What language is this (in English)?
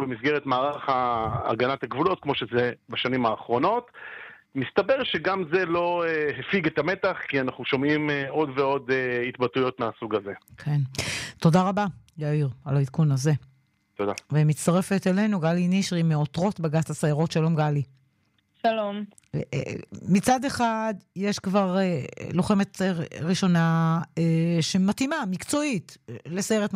Hebrew